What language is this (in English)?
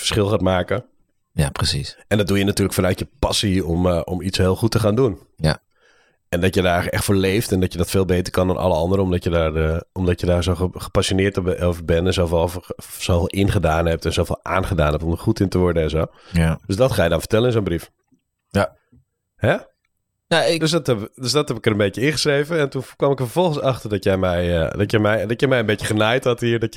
Dutch